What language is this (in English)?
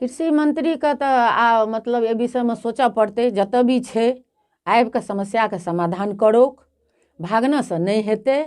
Maithili